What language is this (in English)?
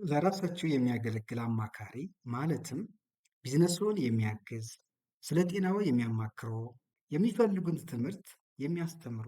Amharic